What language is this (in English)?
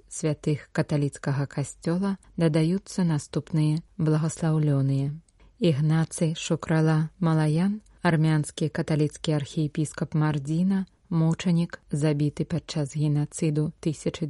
Belarusian